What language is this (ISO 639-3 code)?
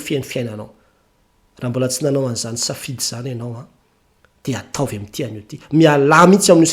mlg